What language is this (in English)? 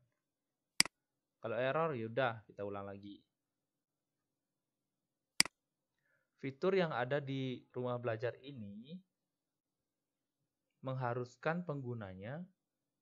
Indonesian